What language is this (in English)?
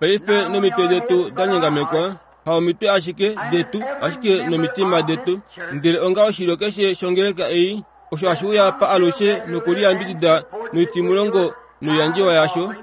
Kuanyama